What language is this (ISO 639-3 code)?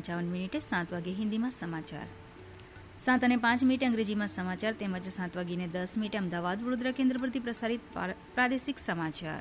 guj